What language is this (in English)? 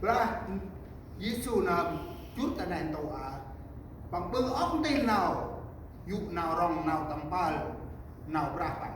Central Mnong